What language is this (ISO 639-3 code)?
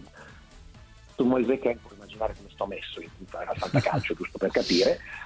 ita